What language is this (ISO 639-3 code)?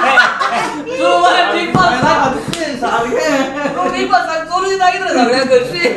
kok